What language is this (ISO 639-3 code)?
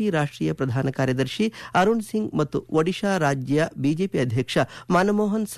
kan